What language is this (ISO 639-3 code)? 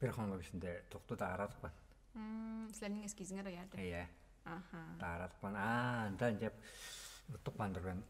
tyv